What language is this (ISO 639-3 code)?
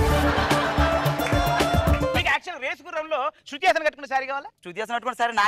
tel